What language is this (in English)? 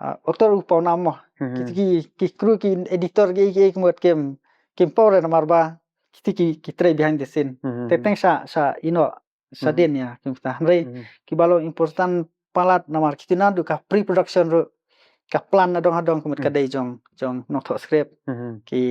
Khasi